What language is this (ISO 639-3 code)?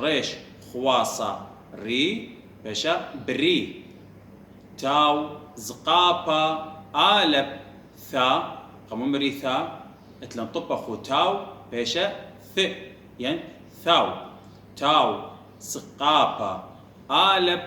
aii